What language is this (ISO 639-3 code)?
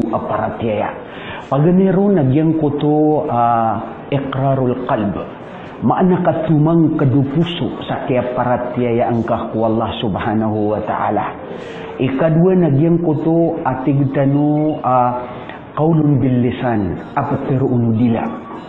mrw